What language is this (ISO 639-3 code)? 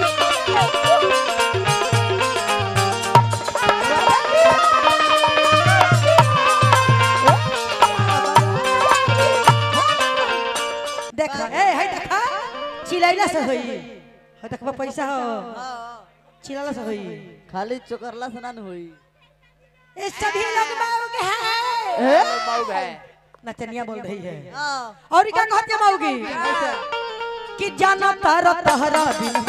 bho